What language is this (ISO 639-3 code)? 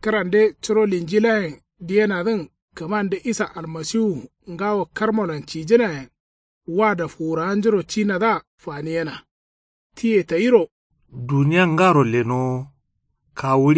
kau